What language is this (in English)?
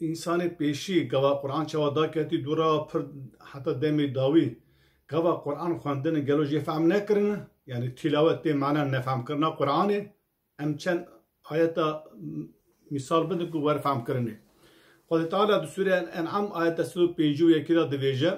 Kurdish